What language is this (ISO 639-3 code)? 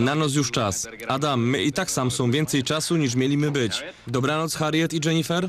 szl